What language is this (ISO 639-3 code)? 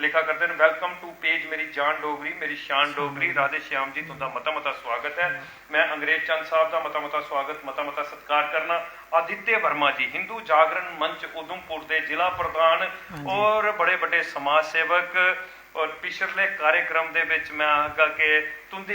doi